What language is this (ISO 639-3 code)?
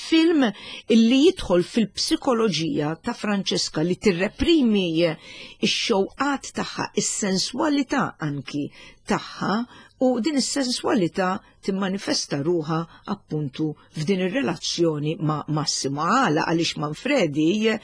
mlt